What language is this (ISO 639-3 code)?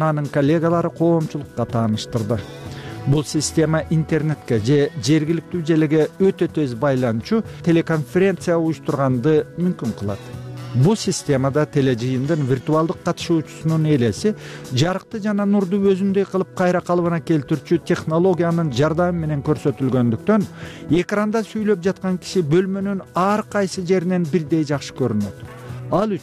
kir